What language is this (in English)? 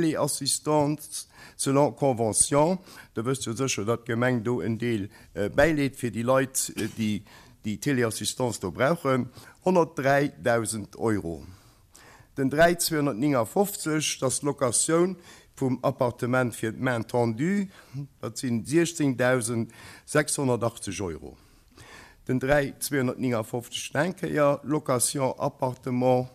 Luxembourgish